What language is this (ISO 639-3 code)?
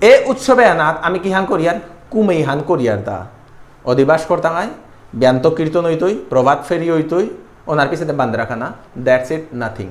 bpy